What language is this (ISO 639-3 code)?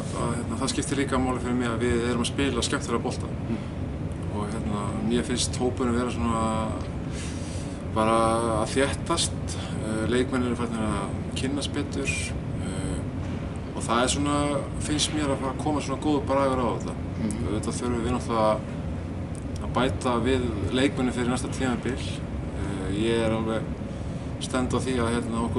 isl